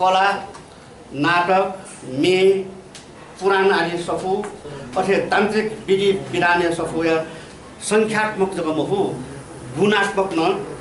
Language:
Newari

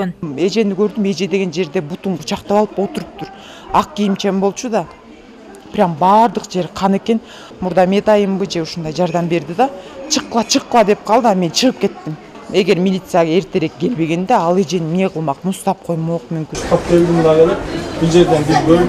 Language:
Kyrgyz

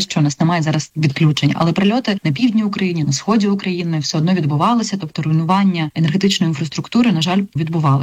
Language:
Ukrainian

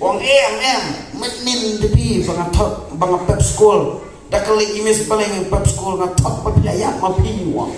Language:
Khasi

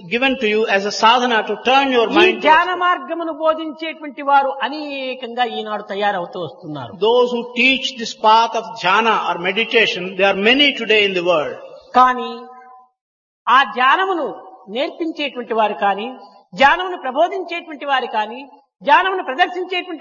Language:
Telugu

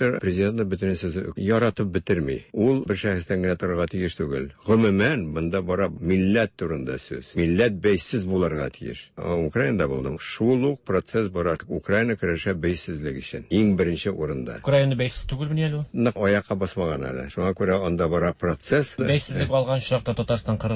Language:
Tatar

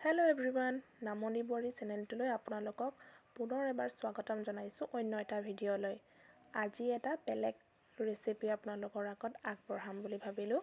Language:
Assamese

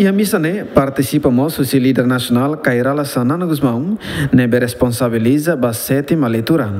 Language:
Tetum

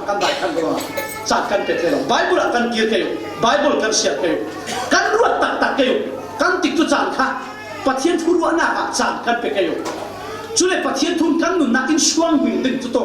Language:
Falam Chin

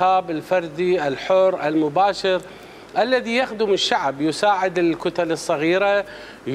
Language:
Mesopotamian Arabic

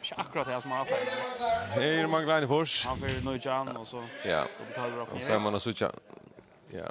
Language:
Faroese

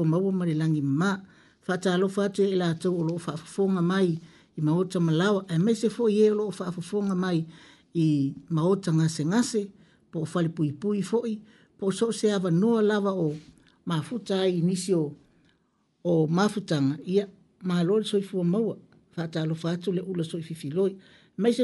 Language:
Samoan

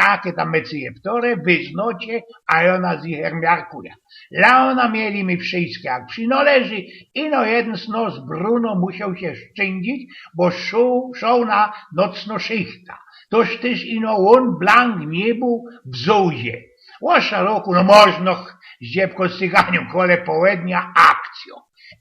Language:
Silesian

